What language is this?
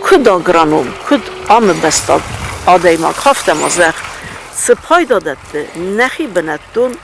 Ossetic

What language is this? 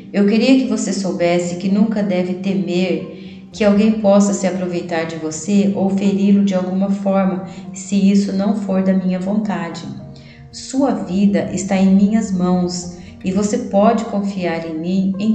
Portuguese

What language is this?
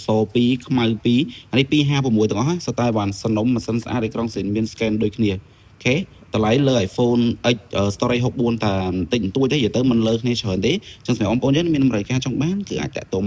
Khmer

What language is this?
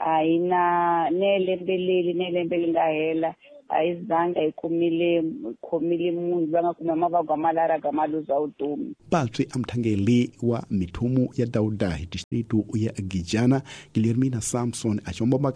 Tsonga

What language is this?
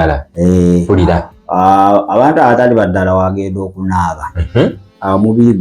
Ganda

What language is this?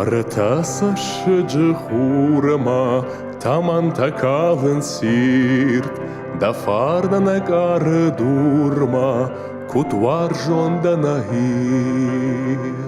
Ossetic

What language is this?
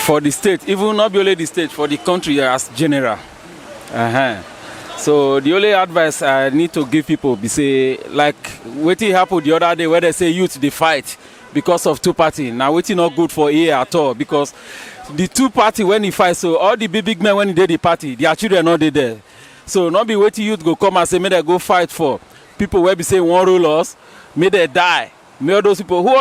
Nigerian Pidgin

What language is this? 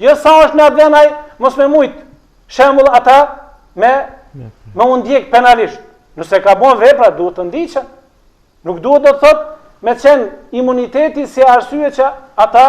Albanian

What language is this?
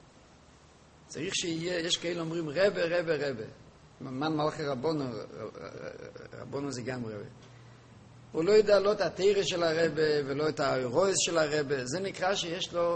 Hebrew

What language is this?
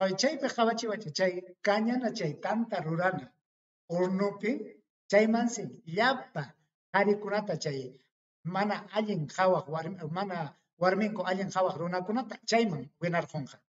Ayacucho Quechua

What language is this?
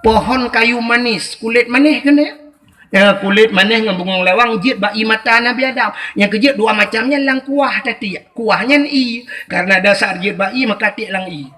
Achinese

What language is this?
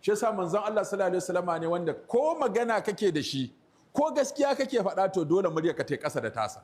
Hausa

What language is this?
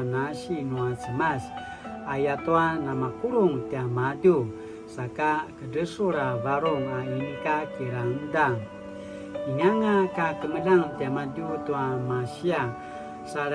Paiwan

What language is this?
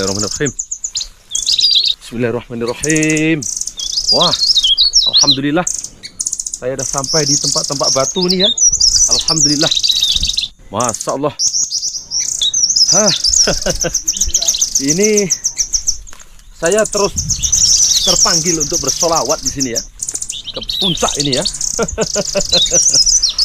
Malay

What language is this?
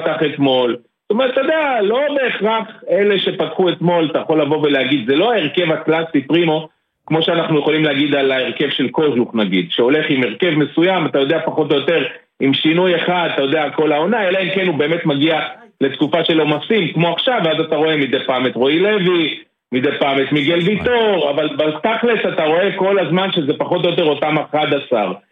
Hebrew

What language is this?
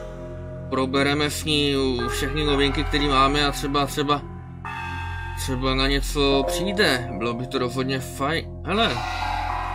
Czech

